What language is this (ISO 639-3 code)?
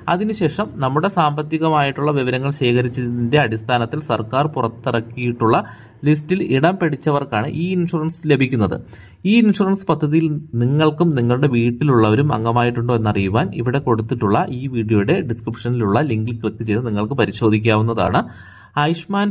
mal